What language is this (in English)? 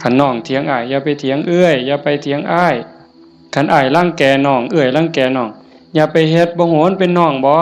Northeastern Thai